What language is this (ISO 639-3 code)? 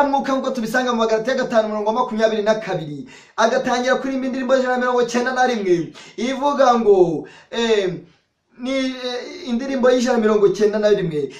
kin